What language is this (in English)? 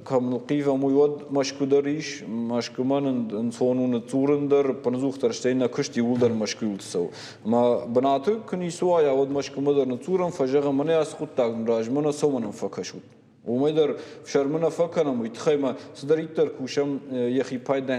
Ossetic